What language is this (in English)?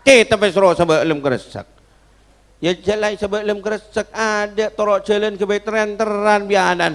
Madurese